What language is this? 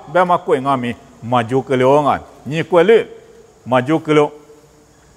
Lisu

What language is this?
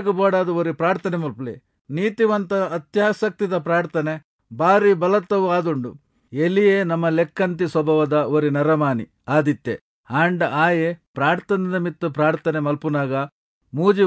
Tulu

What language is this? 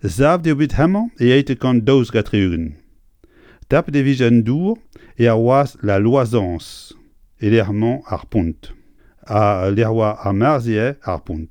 Breton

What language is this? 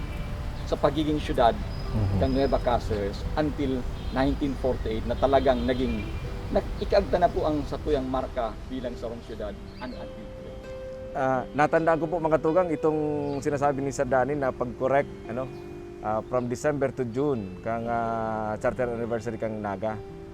Bikol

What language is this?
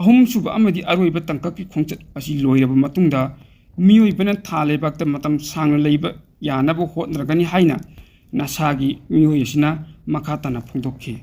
Manipuri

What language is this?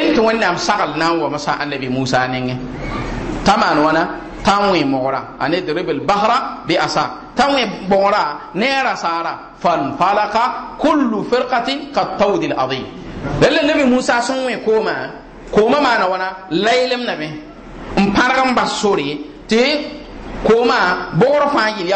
Mossi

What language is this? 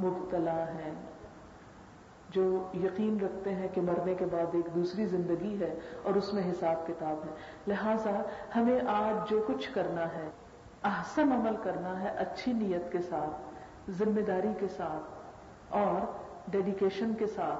Urdu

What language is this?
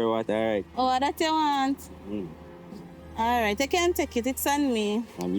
Jamaican Creole English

